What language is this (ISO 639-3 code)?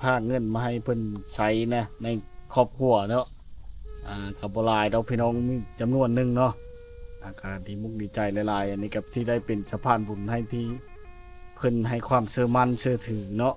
lao